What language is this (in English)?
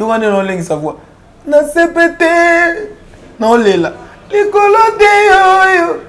Lingala